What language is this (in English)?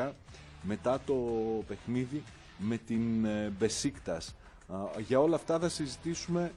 Greek